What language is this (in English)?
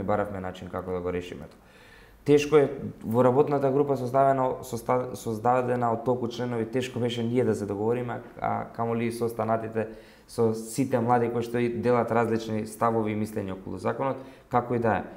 Macedonian